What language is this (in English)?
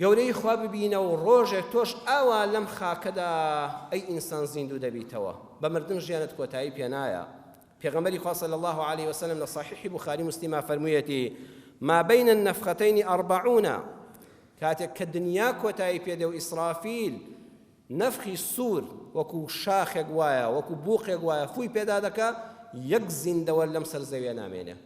Central Kurdish